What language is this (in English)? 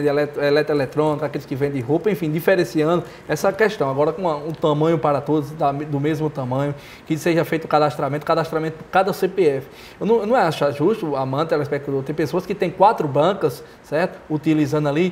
Portuguese